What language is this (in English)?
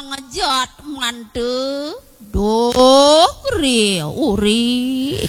Balinese